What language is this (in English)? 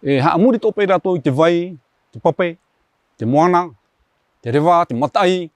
Tahitian